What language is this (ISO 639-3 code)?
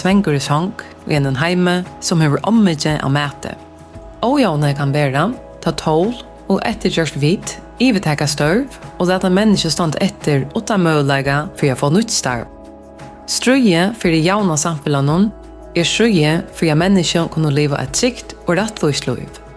fao